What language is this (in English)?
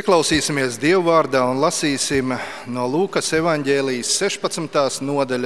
Latvian